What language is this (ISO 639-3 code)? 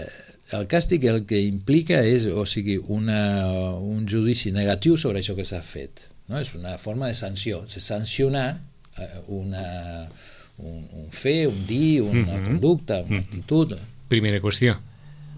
cat